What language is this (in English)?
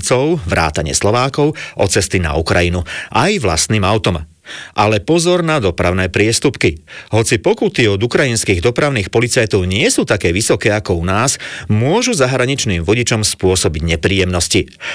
Slovak